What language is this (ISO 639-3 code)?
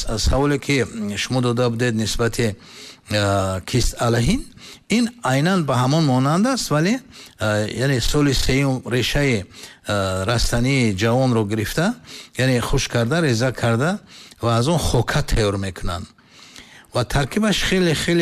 tgk